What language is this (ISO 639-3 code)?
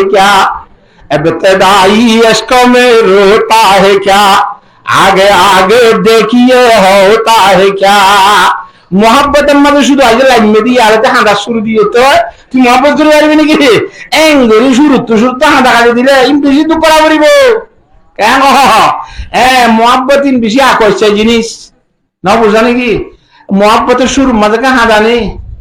rhg